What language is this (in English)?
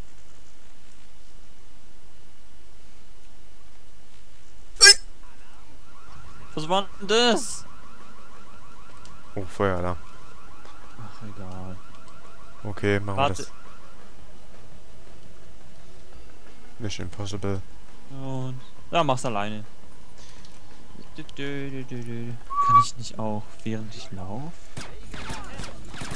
German